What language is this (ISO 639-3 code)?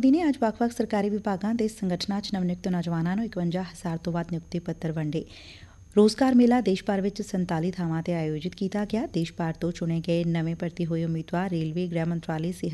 pan